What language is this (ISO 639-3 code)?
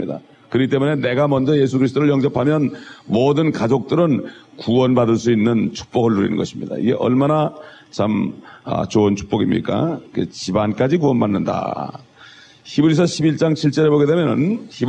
kor